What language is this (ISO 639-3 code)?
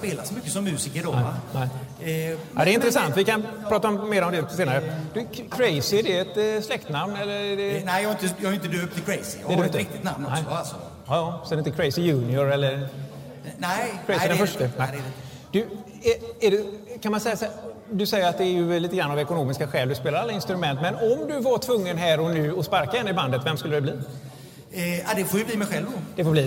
swe